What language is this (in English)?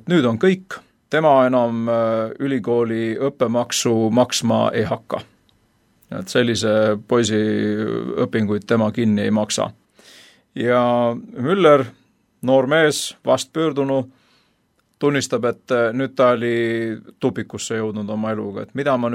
Estonian